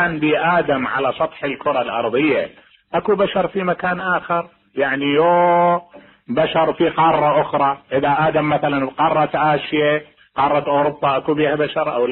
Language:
Mesopotamian Arabic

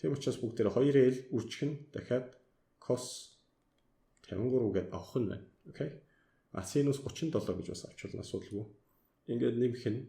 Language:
Mongolian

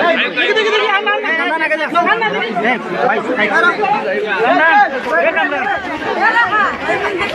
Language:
Sylheti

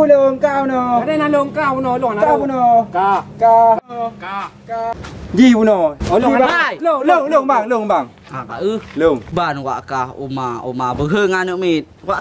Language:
Achinese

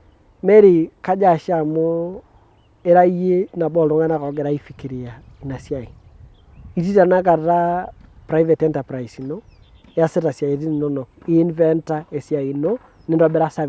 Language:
Masai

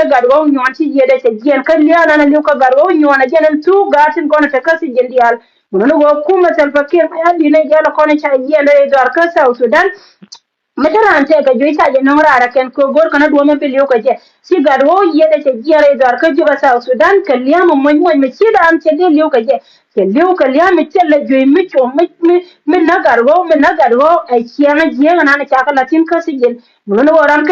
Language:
Nuer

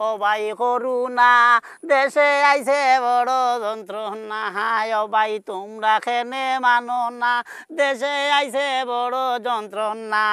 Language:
Sylheti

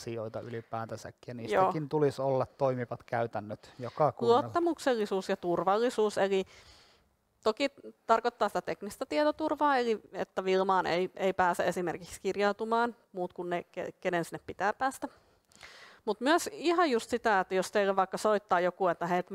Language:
Finnish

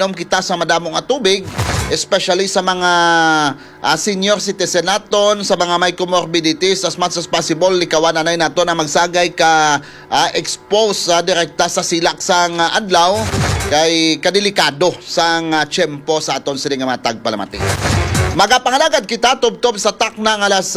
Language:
Hiligaynon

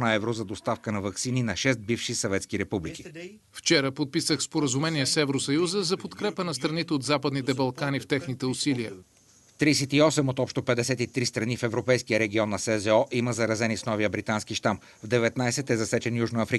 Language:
Bulgarian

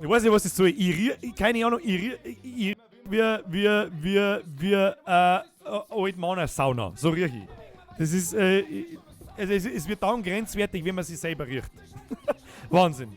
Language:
Bavarian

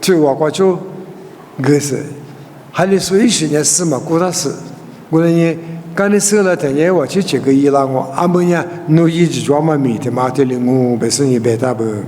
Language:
Lisu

